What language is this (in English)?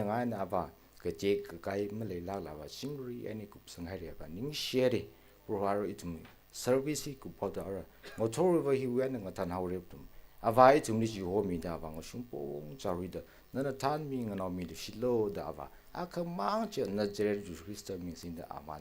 Tangkhul Naga (India)